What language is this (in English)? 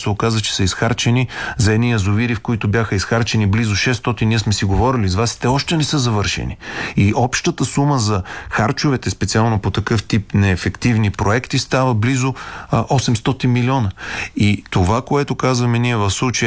Bulgarian